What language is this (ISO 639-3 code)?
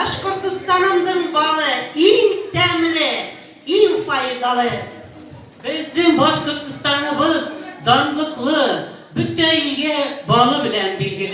bak